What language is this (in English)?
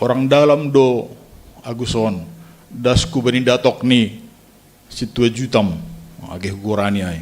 Batak Simalungun